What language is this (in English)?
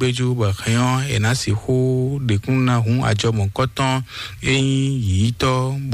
Fon